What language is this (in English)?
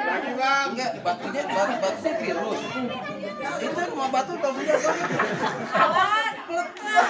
Betawi